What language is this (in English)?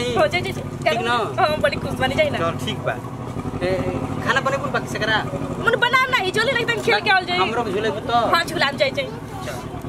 Bhojpuri